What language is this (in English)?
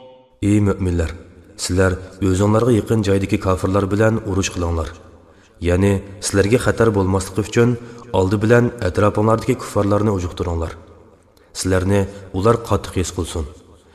Uyghur